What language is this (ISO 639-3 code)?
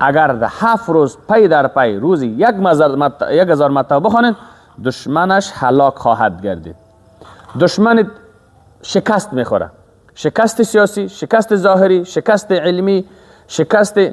fas